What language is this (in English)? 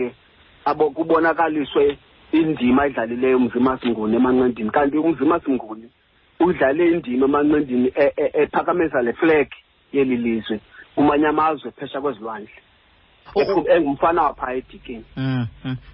Xhosa